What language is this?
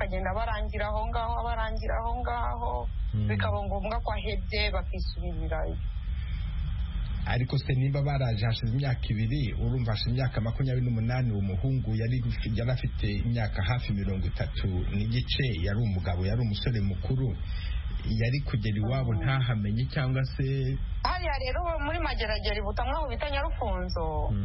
Kinyarwanda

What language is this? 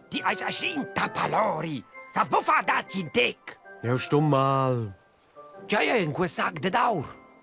Romansh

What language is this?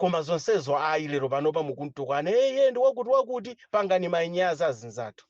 Nyanja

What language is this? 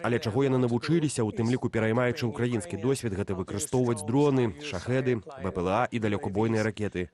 Belarusian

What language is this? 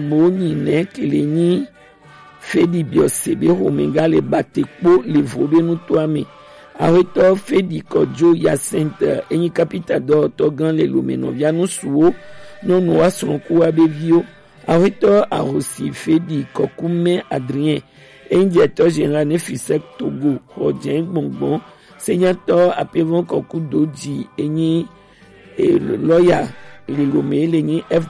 Gen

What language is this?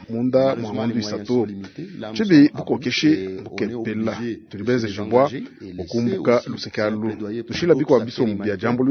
Luba-Lulua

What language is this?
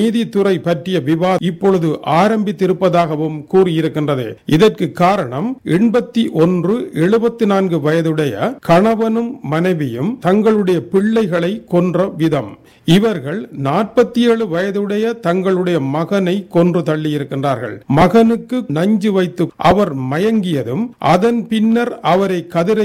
Tamil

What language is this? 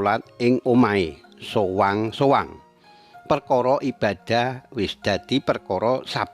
Javanese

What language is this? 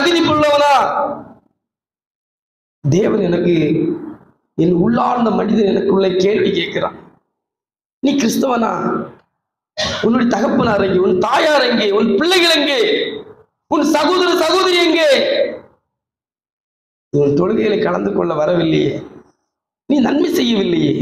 Tamil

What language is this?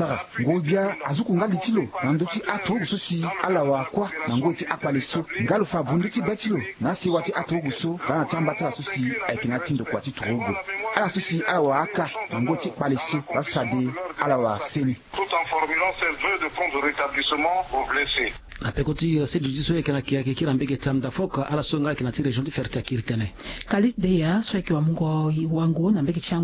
Sango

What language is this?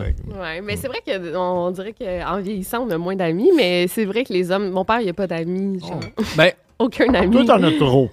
French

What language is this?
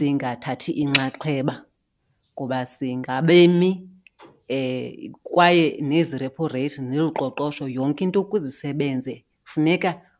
Xhosa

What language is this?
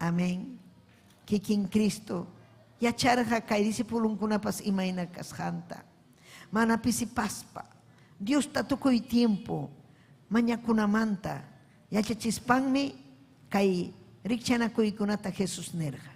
Ayacucho Quechua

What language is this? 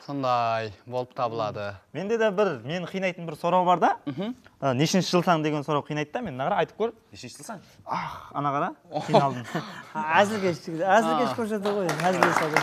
Kara-Kalpak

